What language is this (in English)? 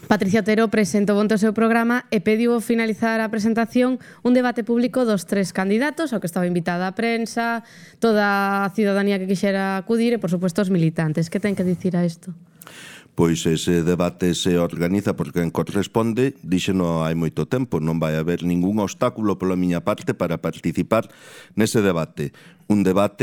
Galician